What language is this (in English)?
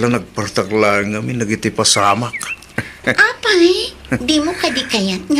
Iloko